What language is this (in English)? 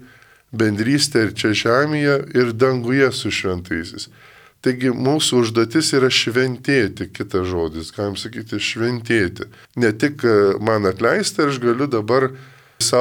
Lithuanian